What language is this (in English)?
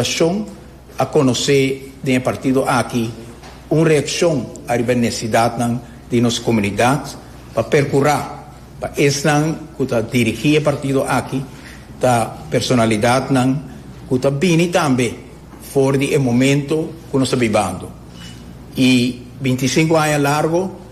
Papiamento